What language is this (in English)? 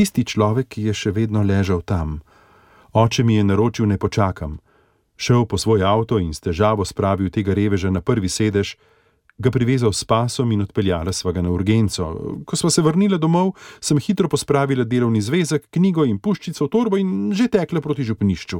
Slovenian